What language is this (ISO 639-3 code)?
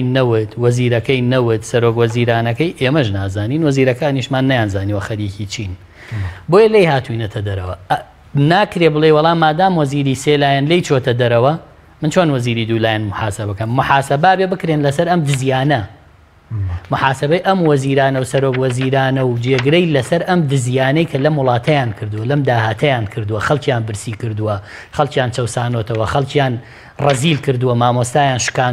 ckb